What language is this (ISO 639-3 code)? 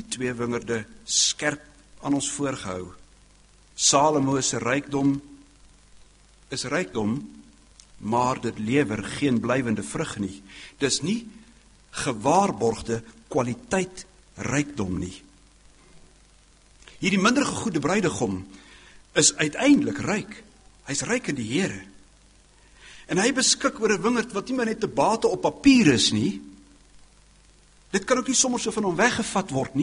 afr